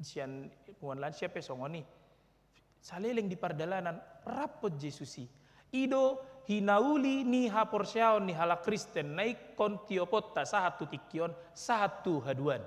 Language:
Batak Toba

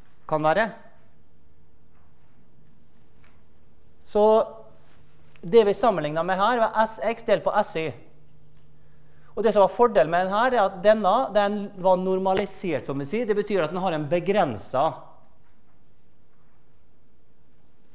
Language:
Norwegian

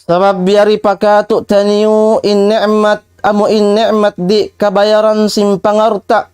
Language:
Tausug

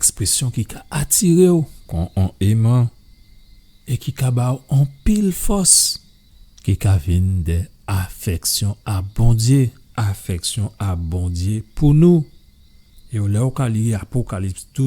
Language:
Guadeloupean Creole French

